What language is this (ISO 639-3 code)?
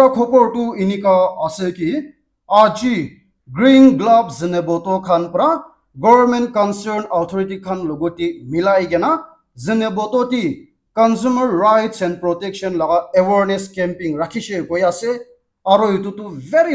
nag